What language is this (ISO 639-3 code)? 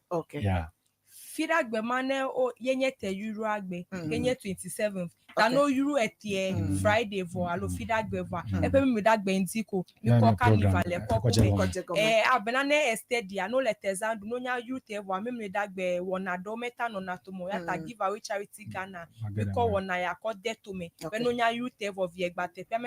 ewe